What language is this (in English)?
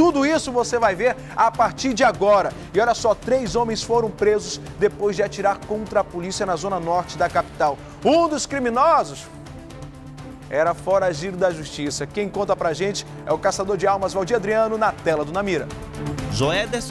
Portuguese